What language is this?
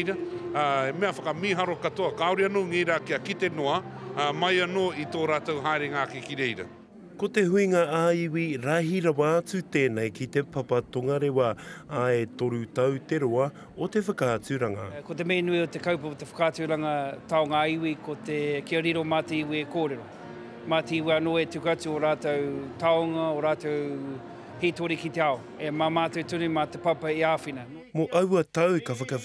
Māori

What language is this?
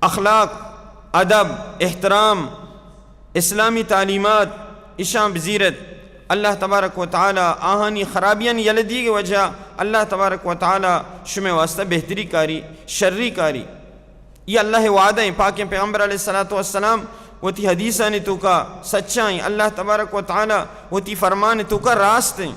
Baluchi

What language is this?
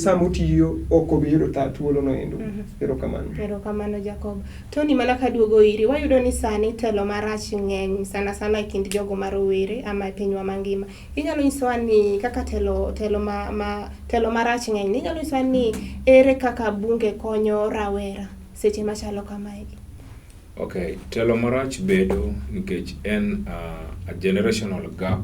Luo (Kenya and Tanzania)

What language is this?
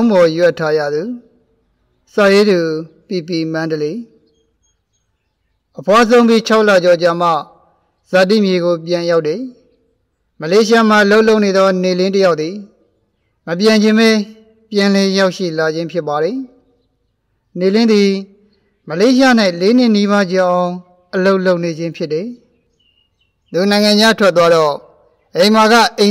Burmese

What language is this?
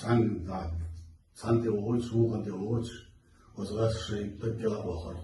Chechen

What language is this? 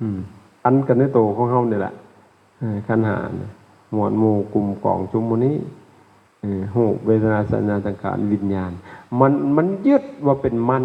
Lao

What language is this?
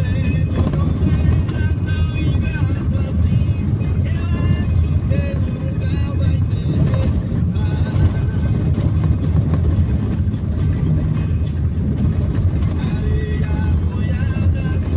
Portuguese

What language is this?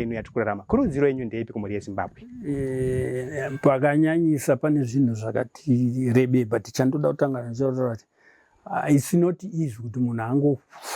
Shona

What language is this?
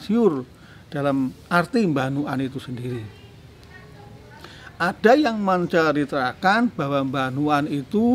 Indonesian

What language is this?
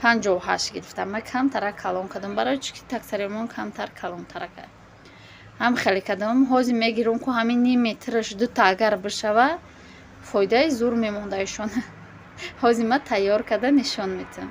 Tajik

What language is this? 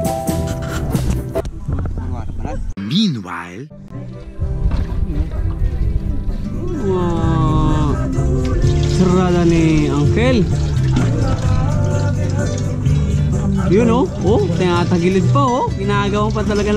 Filipino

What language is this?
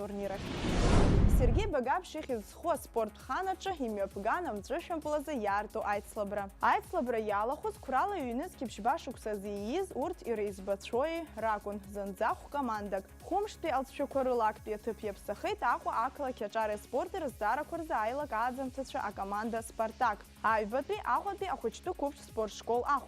Abkhazian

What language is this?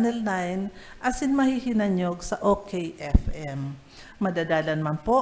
Bikol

